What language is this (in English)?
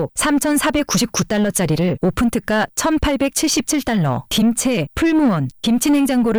Korean